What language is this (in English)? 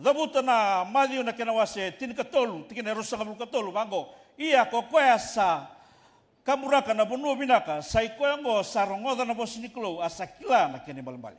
Fijian